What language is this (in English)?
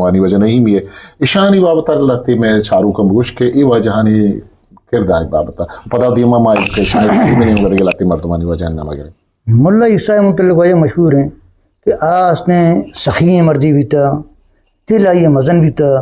Eastern Balochi